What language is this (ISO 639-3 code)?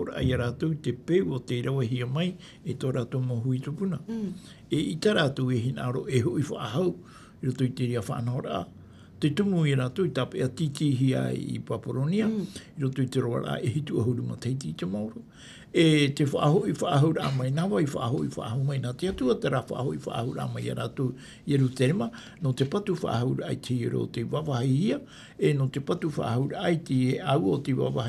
tah